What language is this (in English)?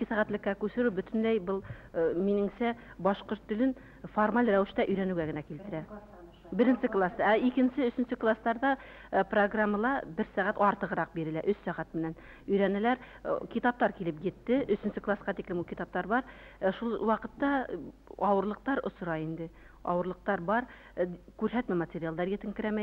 Bashkir